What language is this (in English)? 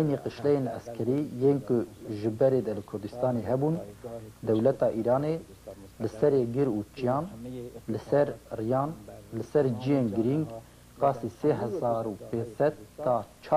Kurdish